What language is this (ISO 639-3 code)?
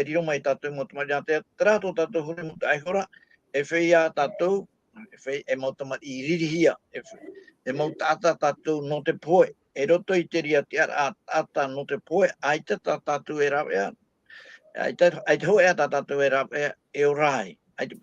tah